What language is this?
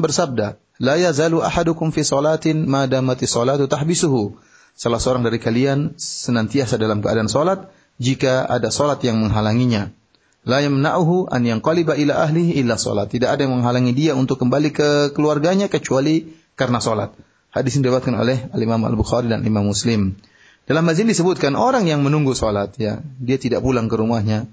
Indonesian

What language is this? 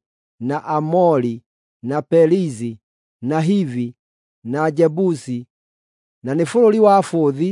Kikuyu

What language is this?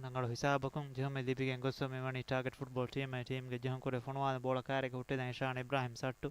Divehi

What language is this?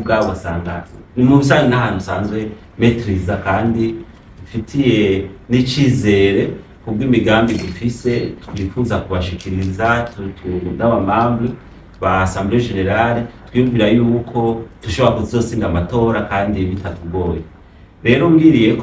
Rundi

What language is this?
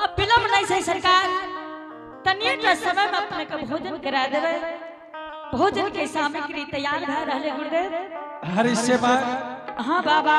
Angika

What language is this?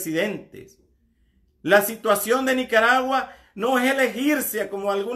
Spanish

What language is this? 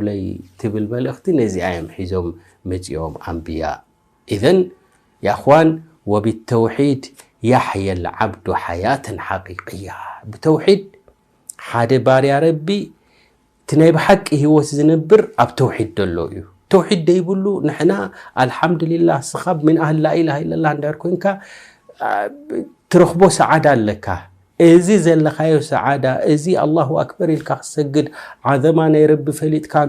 Tigrinya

